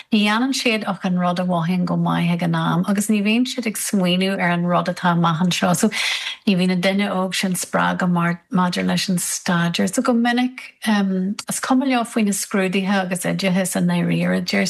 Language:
Irish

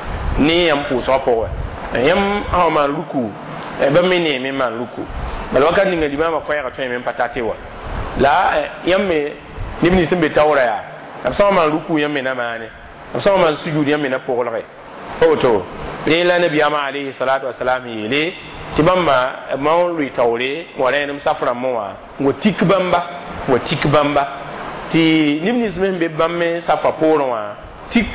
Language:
Mossi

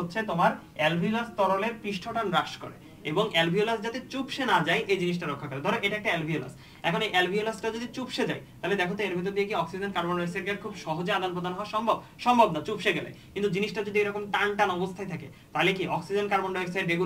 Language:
Bangla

